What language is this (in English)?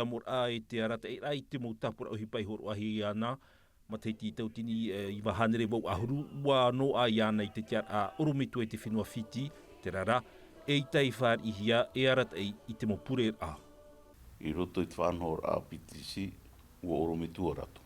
Tahitian